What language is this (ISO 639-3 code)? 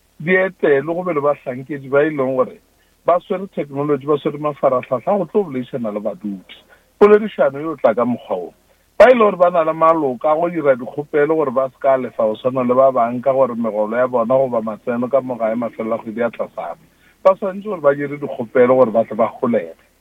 nso